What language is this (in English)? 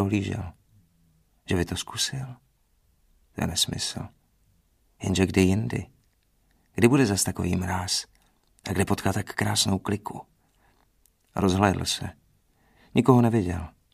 Czech